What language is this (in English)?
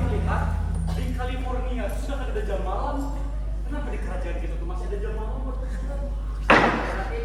Banjar